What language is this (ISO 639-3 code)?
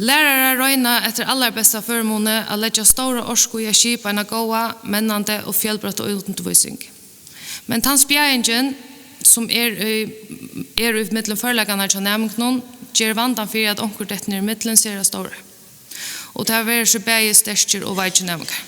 fao